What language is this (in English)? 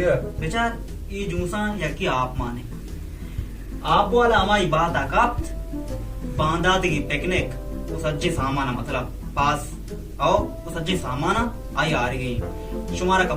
Baluchi